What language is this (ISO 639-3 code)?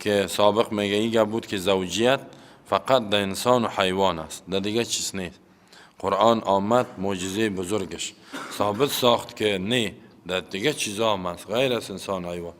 fas